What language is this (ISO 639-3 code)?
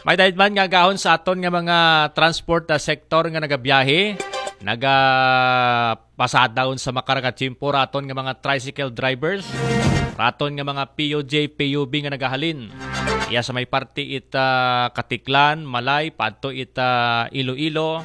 akl